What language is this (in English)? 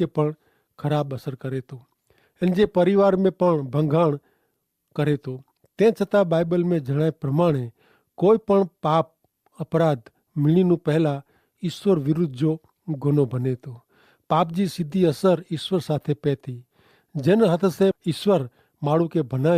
Kachhi